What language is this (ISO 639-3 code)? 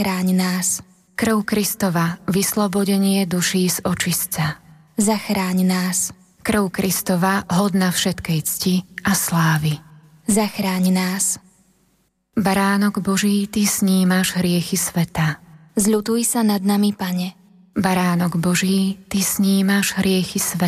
slk